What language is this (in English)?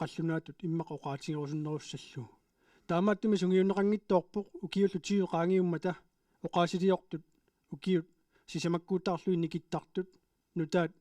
Kalaallisut